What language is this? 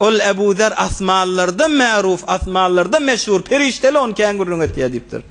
Turkmen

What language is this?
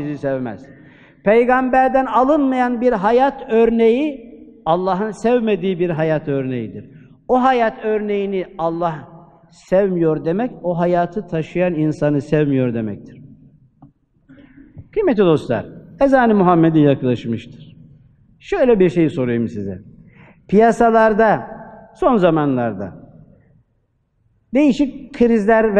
Turkish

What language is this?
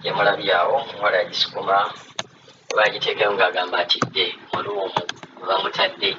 Ganda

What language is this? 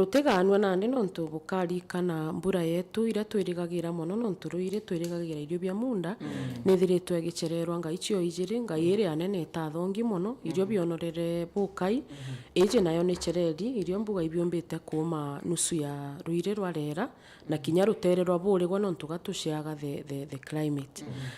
Meru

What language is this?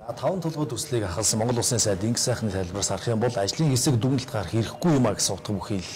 Mongolian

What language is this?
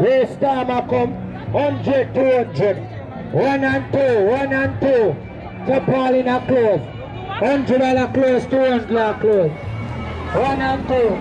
Jamaican Creole English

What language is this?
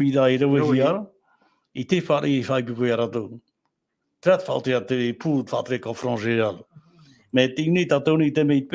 Tahitian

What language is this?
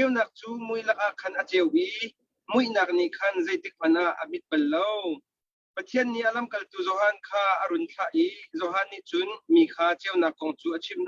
Hakha Chin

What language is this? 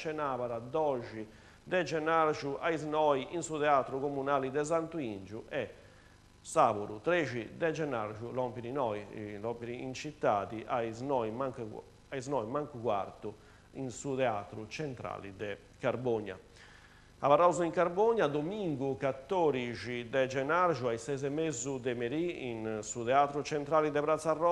Sardinian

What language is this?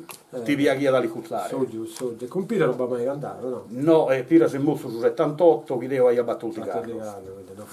Sardinian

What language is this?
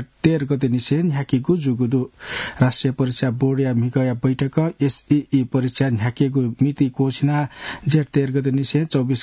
Newari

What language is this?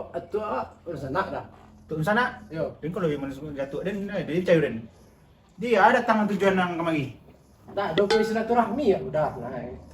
Minangkabau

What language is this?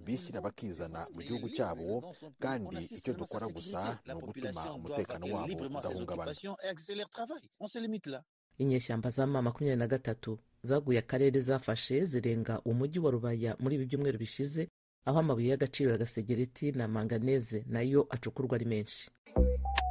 Kinyarwanda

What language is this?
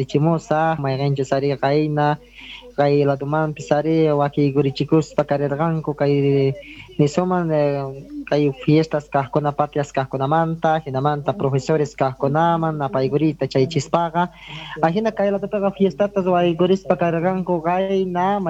Quechua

